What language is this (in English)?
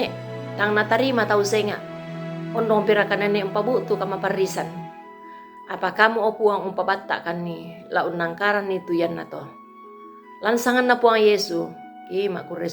Toraja-Sa'dan